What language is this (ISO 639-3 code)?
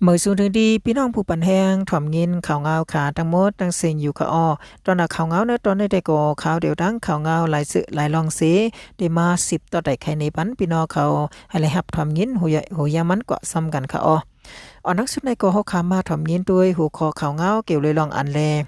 shn